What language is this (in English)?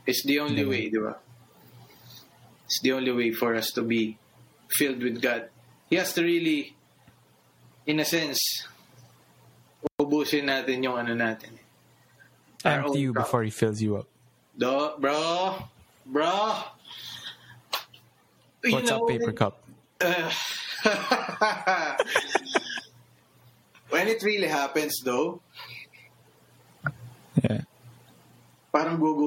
Filipino